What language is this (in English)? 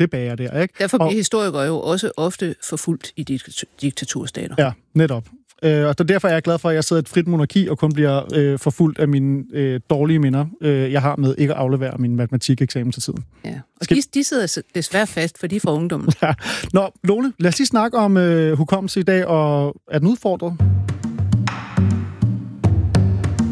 Danish